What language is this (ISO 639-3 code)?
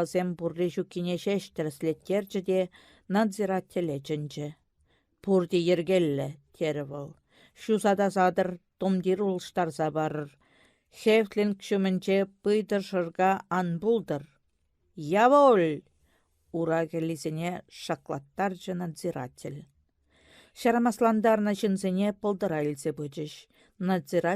chv